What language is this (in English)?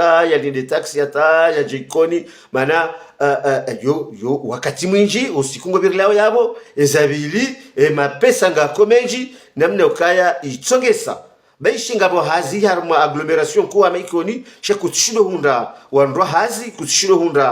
Ngazidja Comorian